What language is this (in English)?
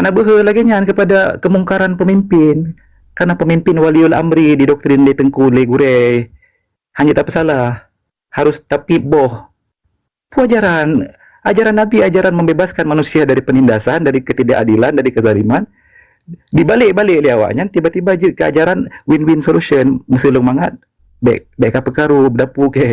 Achinese